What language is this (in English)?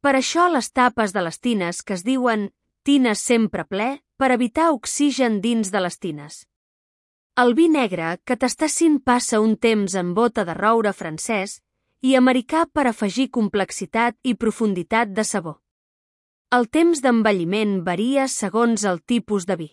Catalan